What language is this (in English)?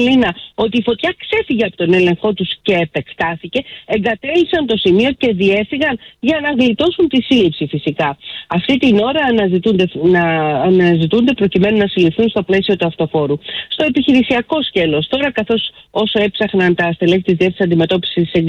Greek